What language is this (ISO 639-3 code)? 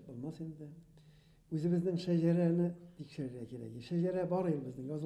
bak